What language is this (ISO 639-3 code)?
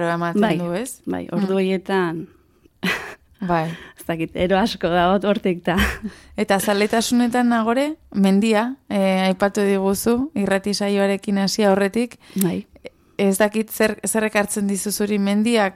eus